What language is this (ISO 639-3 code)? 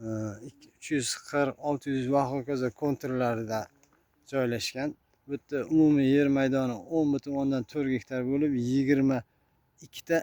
uzb